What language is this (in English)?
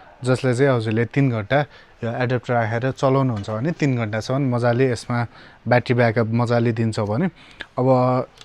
Nepali